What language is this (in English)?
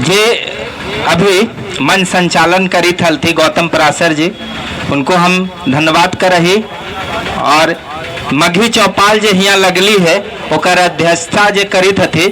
Magahi